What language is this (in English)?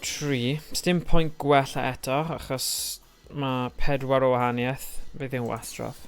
Welsh